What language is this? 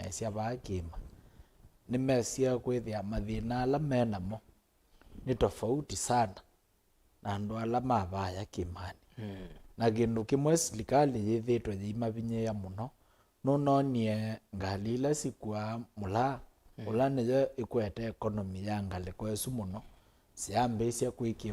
Kamba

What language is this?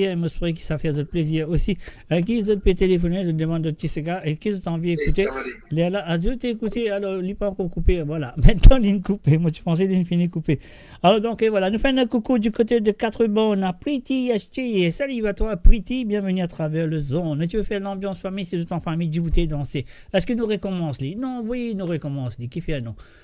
Morisyen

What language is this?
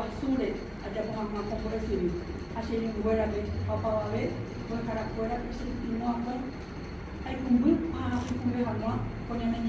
Guarani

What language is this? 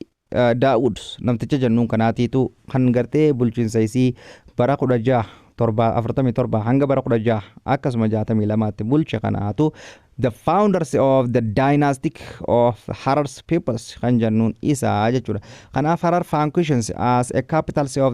Oromo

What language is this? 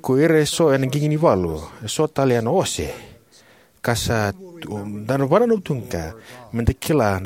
Fijian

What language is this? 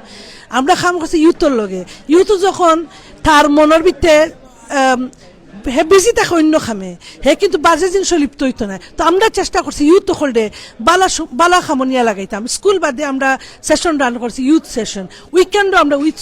Sylheti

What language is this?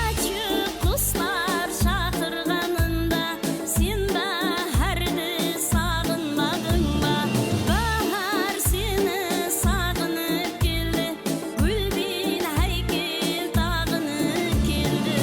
Kara-Kalpak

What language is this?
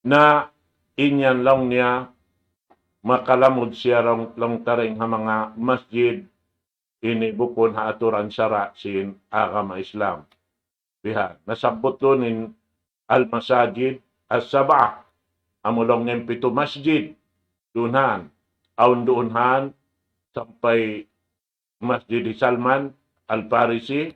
Tausug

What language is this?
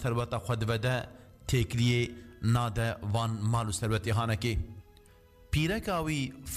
Kurdish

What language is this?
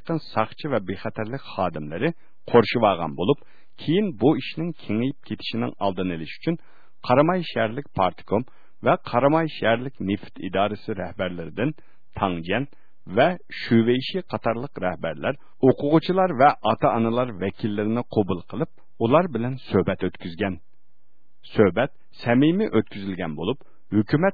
Uyghur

